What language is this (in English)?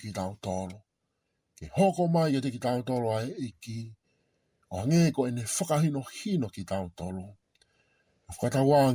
Tongan